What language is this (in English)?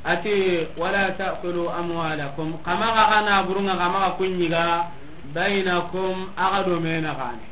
Soninke